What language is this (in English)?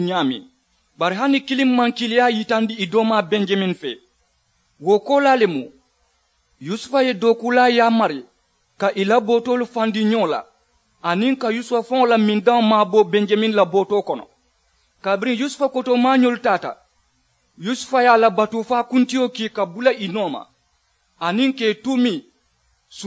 Mandingo